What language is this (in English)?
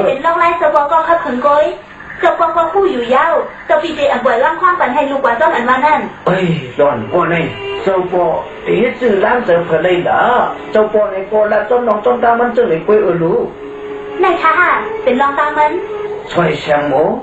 Shan